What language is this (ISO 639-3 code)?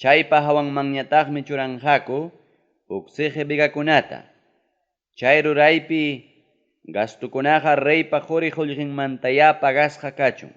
quy